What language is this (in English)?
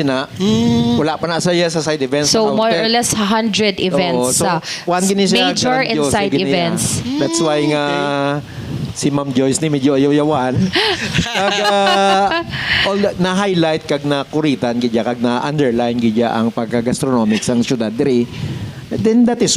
Hiligaynon